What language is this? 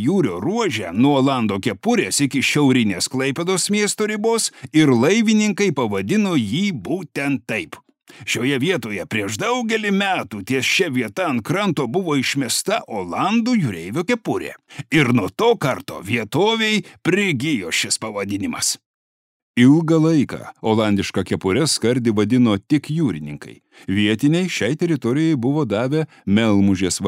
Lithuanian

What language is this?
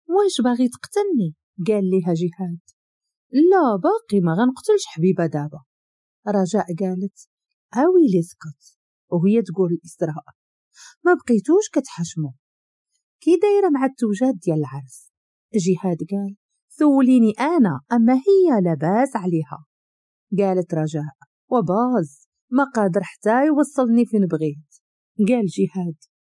Moroccan Arabic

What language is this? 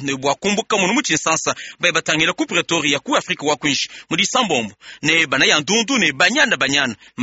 Luba-Lulua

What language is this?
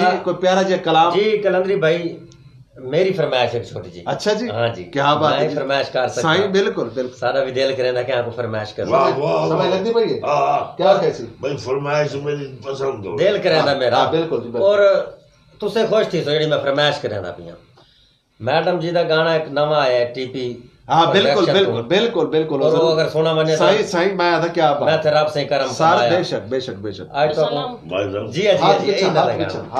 Saraiki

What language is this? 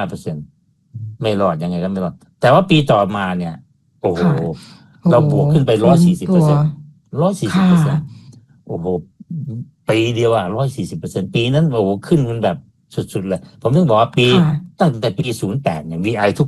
Thai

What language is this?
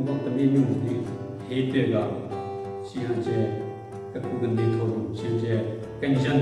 Southern Rengma Naga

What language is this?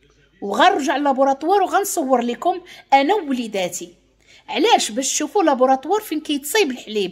Moroccan Arabic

